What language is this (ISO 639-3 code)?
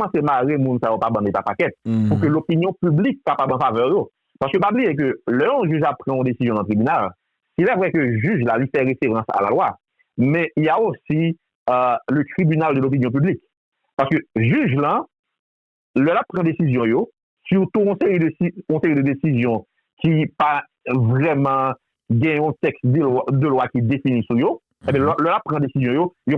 hat